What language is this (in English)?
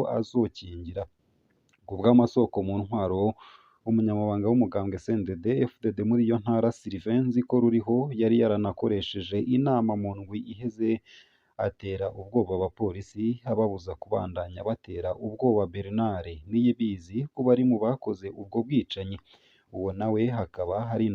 Rundi